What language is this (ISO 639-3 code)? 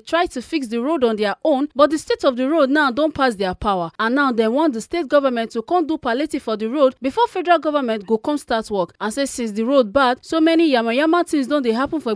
pcm